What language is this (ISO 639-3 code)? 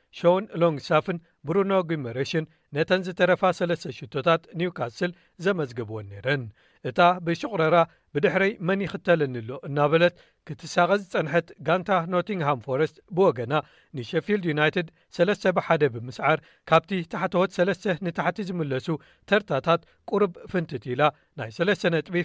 tir